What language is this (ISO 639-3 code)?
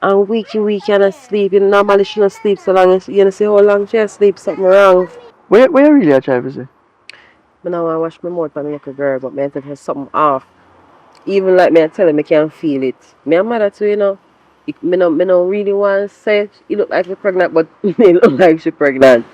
jam